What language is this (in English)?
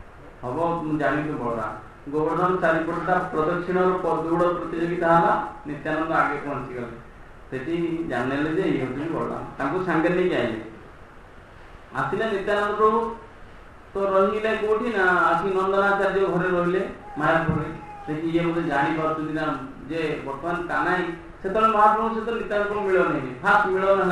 Odia